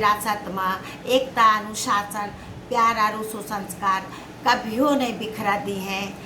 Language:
Angika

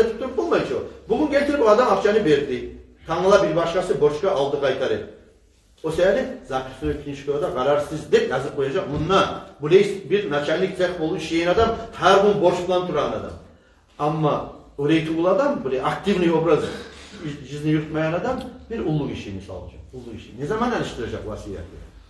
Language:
Kumyk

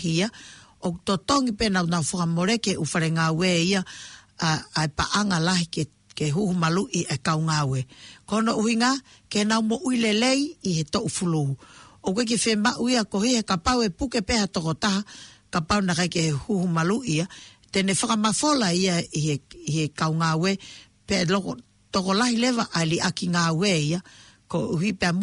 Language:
Tongan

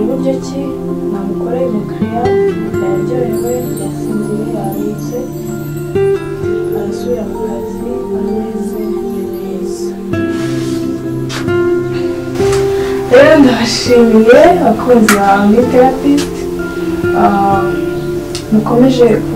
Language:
Kinyarwanda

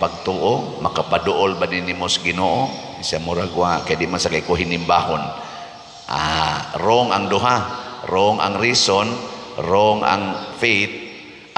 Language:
Cebuano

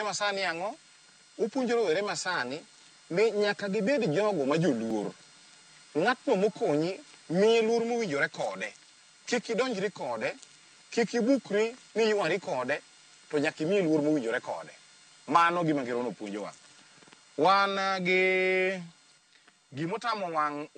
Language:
Luo (Kenya and Tanzania)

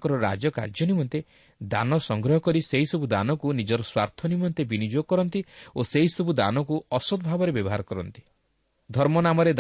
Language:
Odia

